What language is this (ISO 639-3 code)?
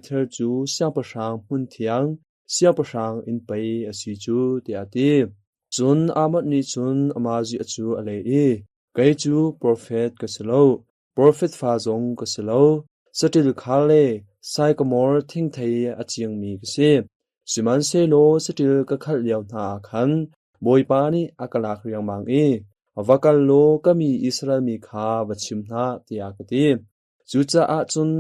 cnh